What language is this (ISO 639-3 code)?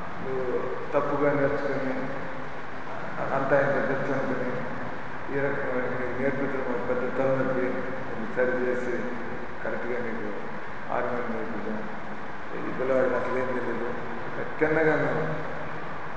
tel